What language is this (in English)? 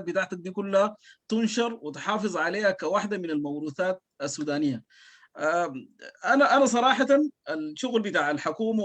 Sudanese Arabic